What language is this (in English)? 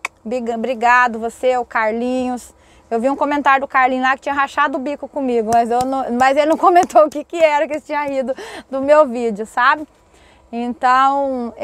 Portuguese